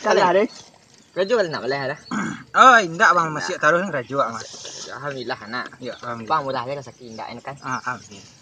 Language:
Minangkabau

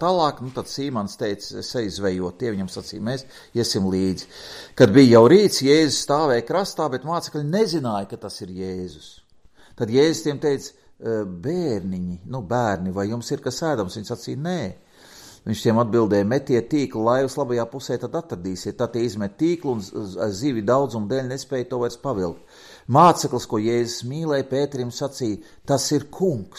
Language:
Latvian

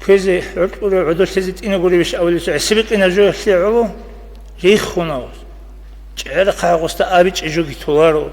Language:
Avaric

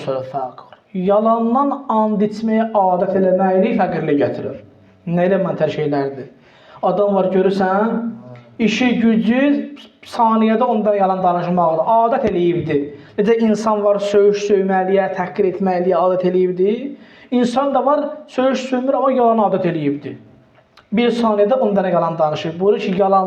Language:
Azerbaijani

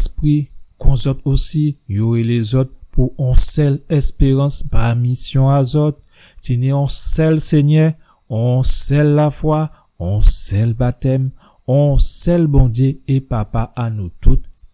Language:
Guadeloupean Creole French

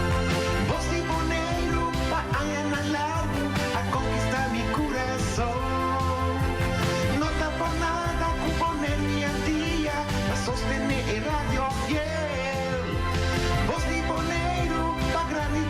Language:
Papiamento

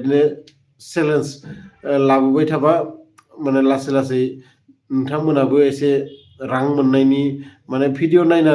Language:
Bodo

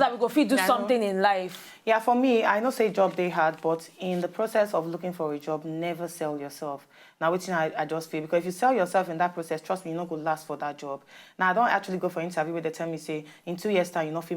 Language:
Nigerian Pidgin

